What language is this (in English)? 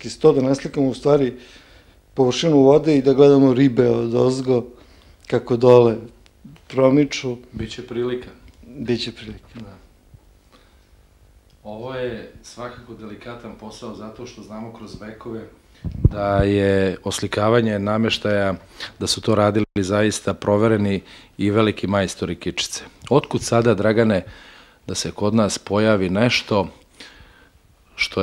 Serbian